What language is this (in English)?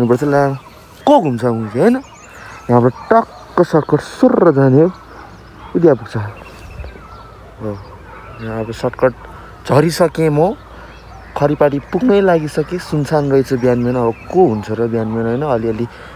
Nepali